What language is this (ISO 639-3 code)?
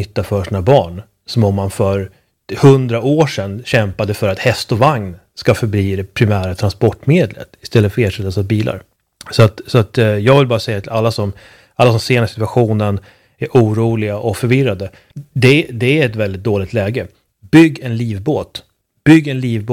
swe